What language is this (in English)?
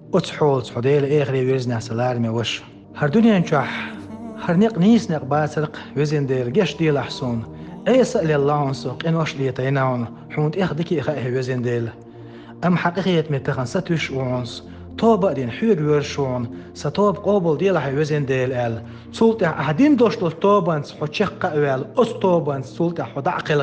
Chechen